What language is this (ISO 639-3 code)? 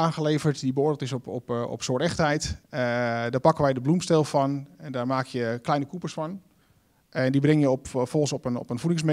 nld